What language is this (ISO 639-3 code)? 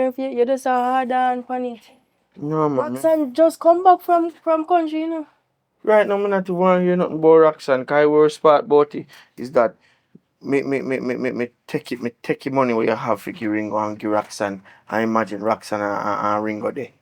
jam